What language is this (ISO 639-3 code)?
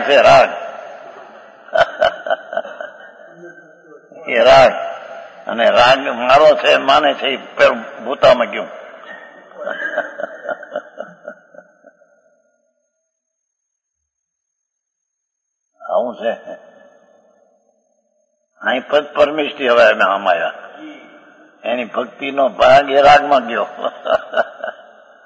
guj